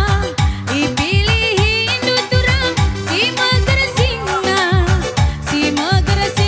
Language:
Batak Karo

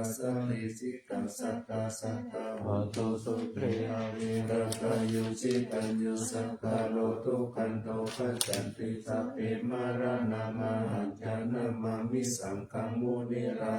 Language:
Pali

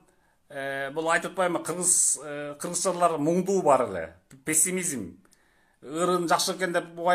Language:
Kyrgyz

